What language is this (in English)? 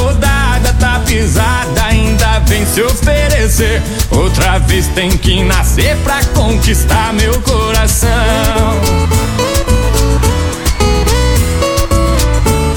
Portuguese